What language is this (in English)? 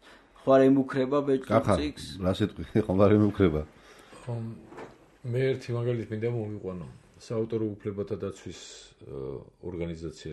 Georgian